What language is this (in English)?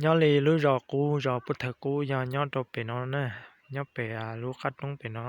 Hmong